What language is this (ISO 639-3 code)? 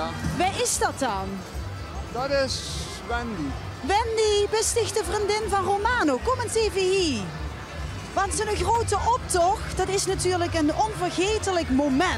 lim